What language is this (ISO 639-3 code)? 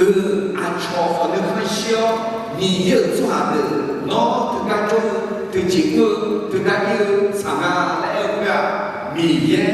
ahk